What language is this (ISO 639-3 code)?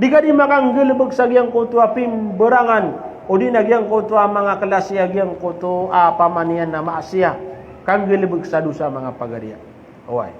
mrw